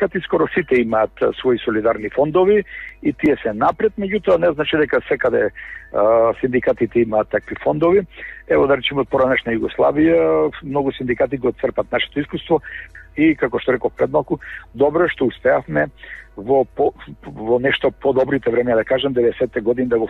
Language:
Macedonian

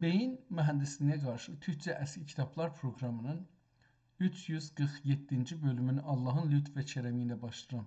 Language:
South Azerbaijani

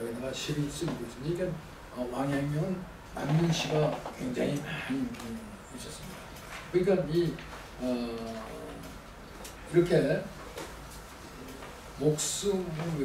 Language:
Korean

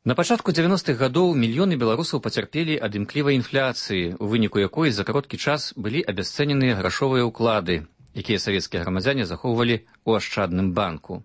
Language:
Belarusian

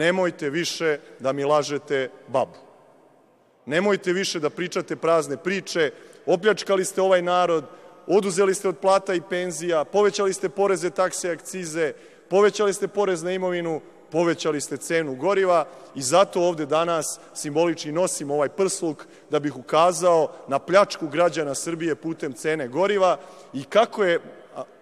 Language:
Serbian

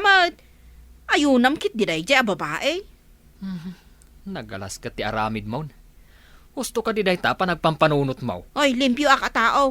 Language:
Iloko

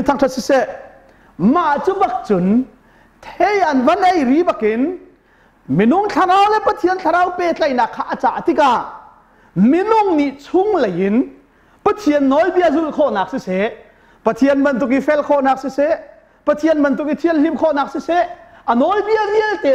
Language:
Hakha Chin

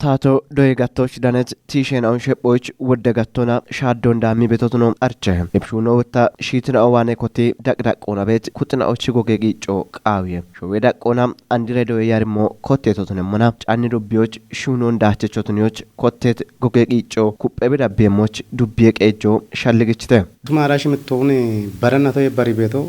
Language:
Kafa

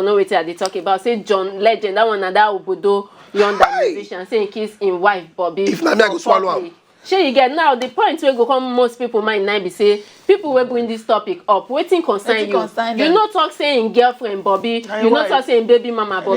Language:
Nigerian Pidgin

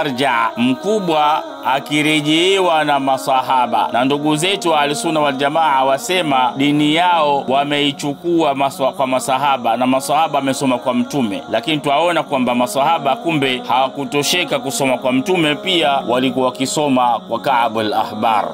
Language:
Swahili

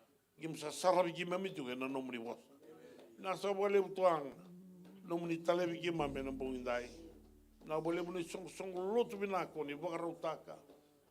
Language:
Fijian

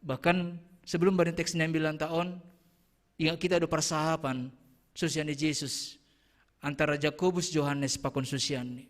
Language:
Batak Simalungun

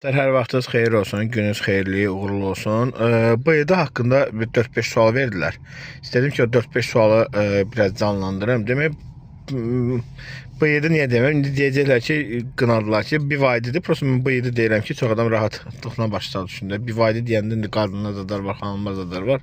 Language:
Azerbaijani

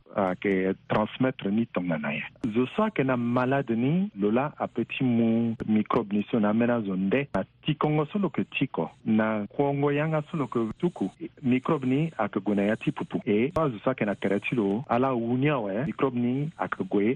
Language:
Sango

